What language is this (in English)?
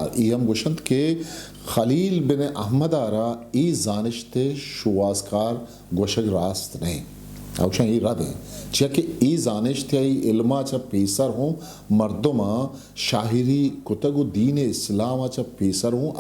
Eastern Balochi